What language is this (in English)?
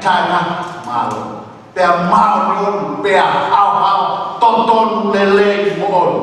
Tongan